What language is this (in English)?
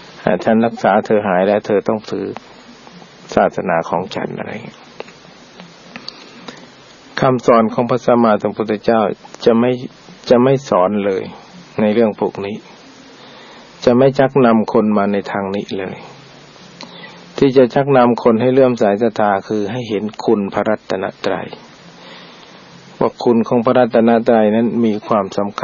Thai